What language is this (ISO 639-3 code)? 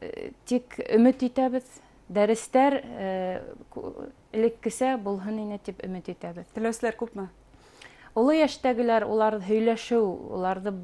bak